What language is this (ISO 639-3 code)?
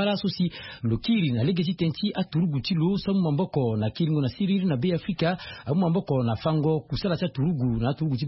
sag